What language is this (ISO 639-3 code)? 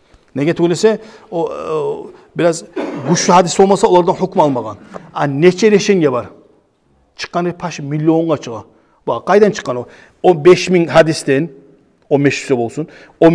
kum